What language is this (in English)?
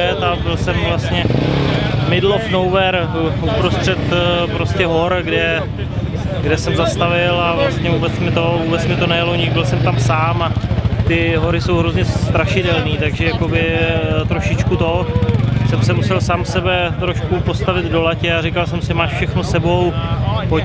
Czech